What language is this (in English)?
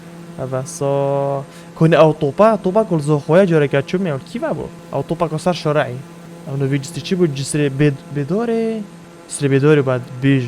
Kurdish